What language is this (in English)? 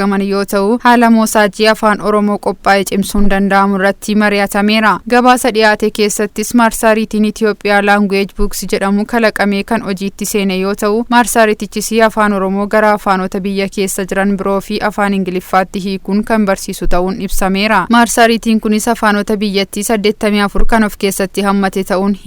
Oromo